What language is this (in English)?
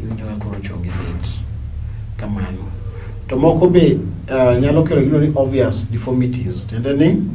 Luo (Kenya and Tanzania)